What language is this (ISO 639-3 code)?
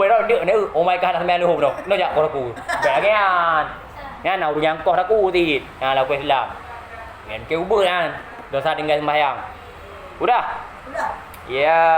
ace